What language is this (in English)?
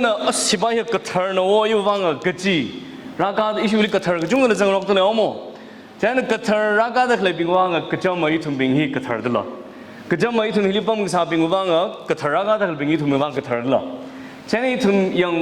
Tangkhul Naga (India)